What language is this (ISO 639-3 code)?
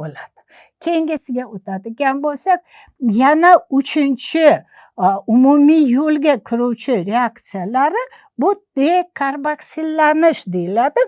uzb